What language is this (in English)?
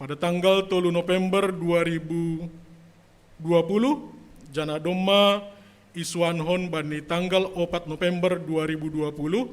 Batak Simalungun